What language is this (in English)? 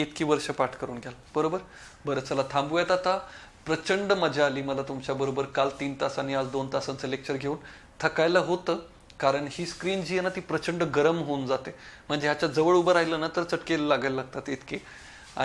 Marathi